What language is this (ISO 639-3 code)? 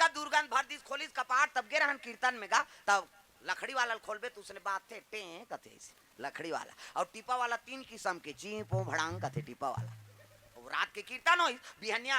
hne